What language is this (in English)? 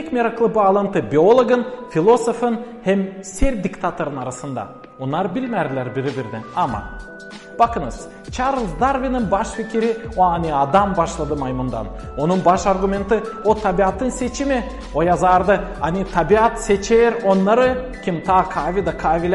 Gagauz